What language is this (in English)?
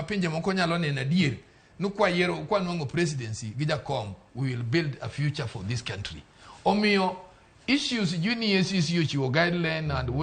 Luo (Kenya and Tanzania)